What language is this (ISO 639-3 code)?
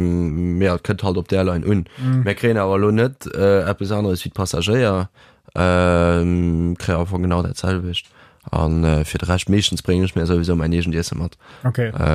ltz